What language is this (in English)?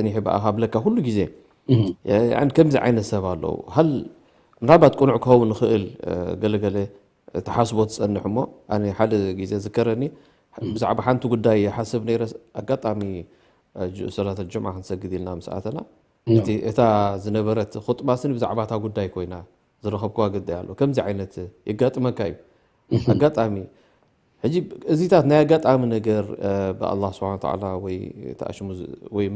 Tigrinya